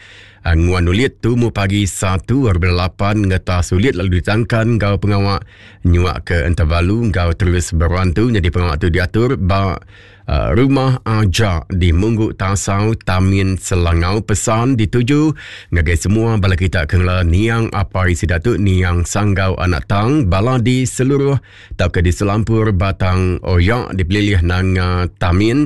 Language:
Iban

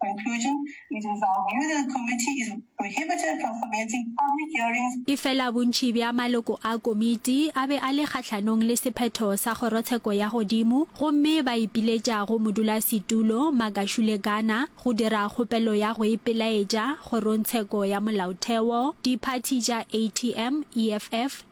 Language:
Northern Sotho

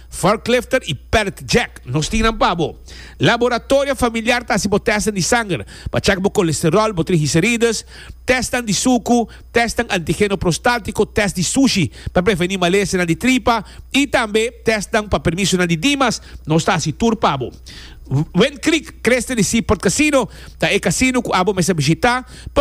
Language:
Papiamento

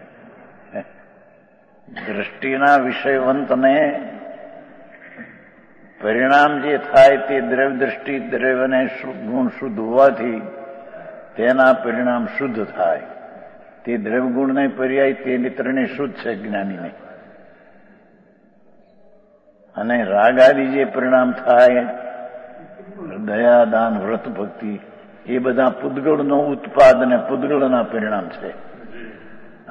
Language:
Gujarati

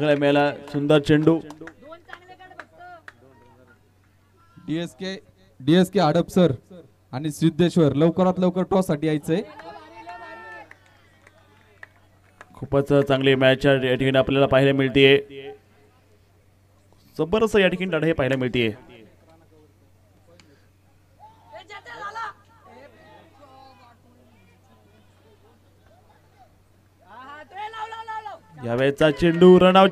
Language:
Marathi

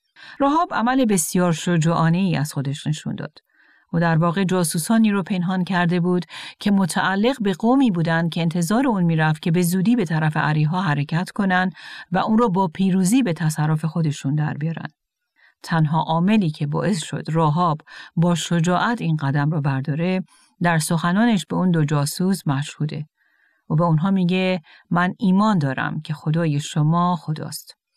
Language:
Persian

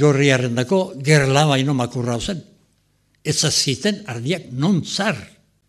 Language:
Basque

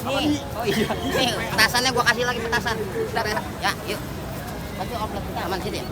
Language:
Betawi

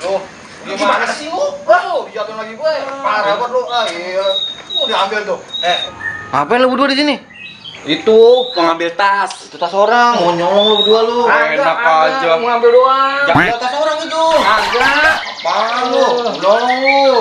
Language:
Betawi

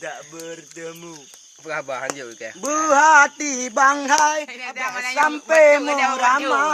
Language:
Achinese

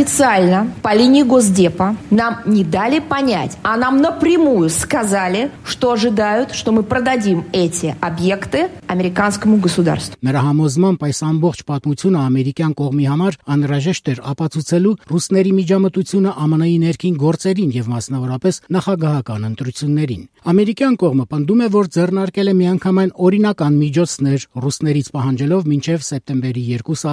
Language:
Armenian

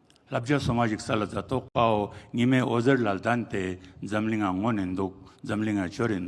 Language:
Ladakhi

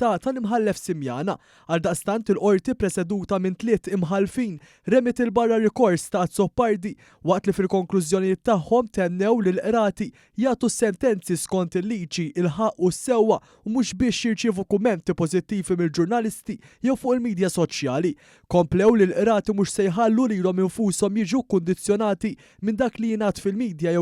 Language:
Maltese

